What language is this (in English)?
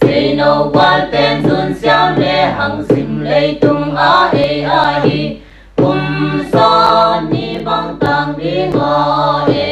Paite Chin